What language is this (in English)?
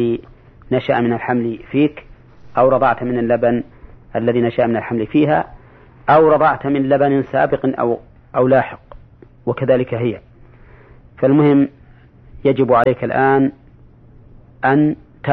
Arabic